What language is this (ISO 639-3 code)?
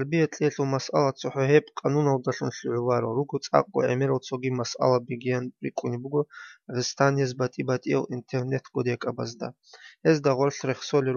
ava